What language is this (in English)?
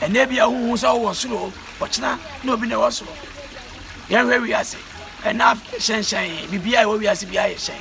Akan